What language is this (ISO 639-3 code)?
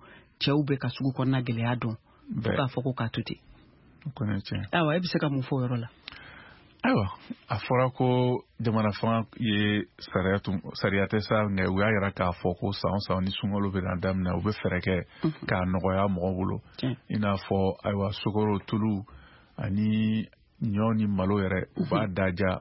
bam